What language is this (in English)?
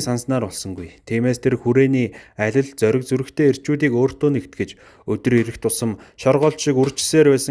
Mongolian